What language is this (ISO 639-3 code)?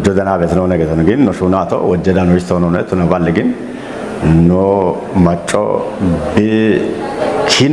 kbr